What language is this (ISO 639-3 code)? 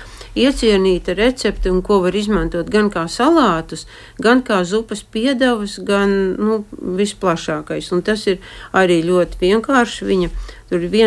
lav